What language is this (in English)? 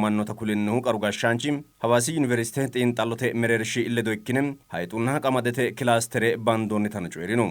Sidamo